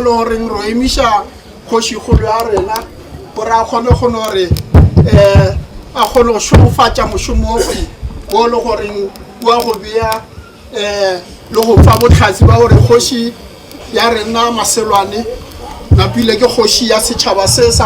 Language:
Tswana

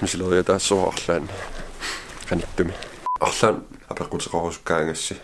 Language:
Kalaallisut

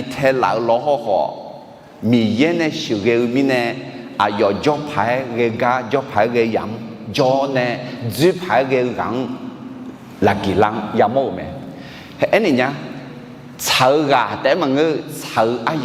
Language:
Akha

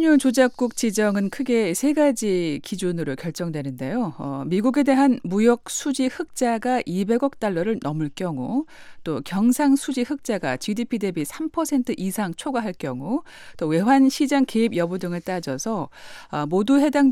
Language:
Korean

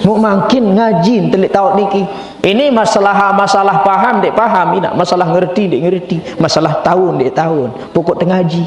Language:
Sasak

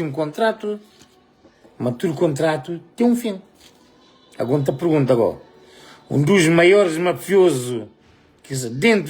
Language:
Kabuverdianu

